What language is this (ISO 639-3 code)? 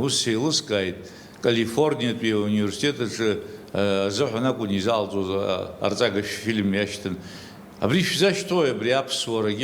abk